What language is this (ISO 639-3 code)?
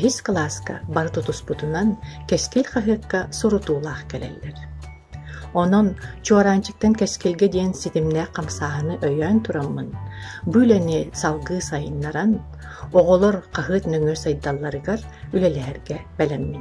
sah